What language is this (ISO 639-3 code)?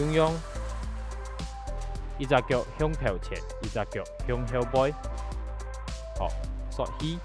hak